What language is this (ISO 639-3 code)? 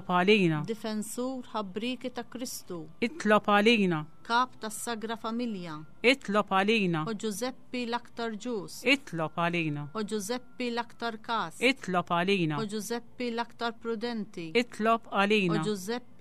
mlt